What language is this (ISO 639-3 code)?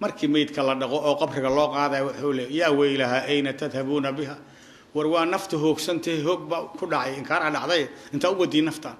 som